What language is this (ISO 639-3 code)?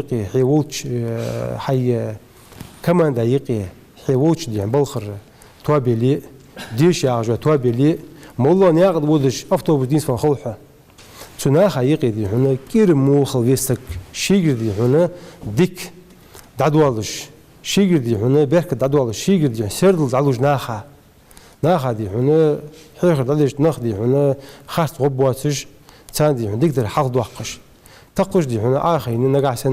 inh